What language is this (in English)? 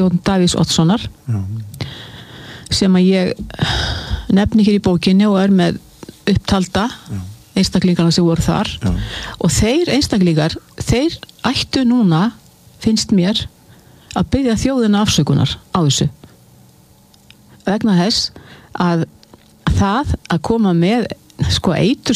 Icelandic